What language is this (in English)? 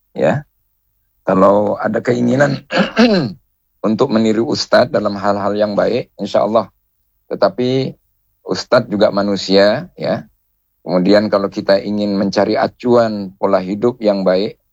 Indonesian